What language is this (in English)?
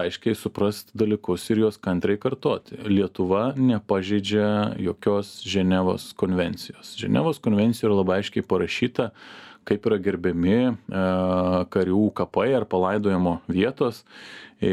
Lithuanian